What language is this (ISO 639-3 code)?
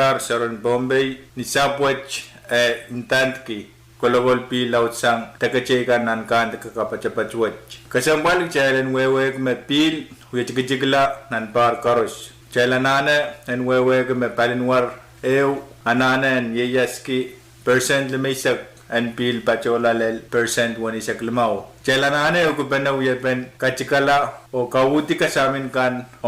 pon